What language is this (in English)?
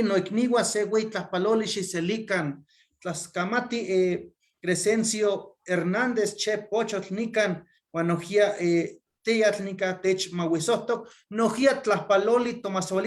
Eastern Huasteca Nahuatl